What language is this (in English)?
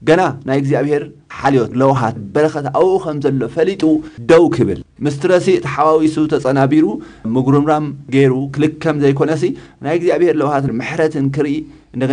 Tigrinya